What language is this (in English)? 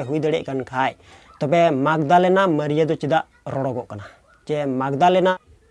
Santali